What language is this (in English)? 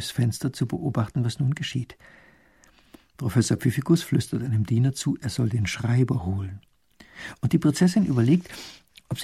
German